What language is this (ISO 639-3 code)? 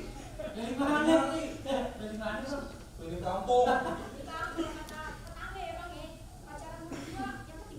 bew